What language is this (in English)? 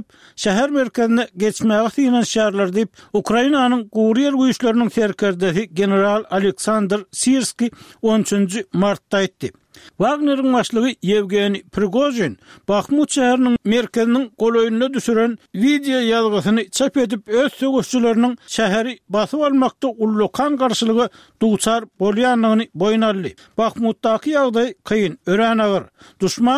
Turkmen